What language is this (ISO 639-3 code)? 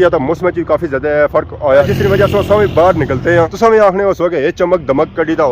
phr